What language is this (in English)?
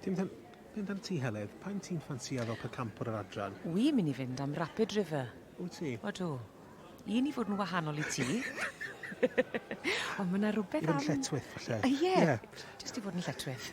Welsh